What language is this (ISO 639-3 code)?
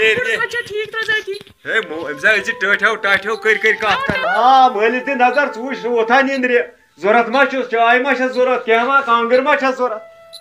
kas